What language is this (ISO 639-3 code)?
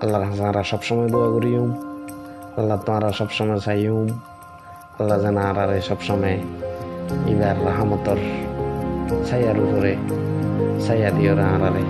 rhg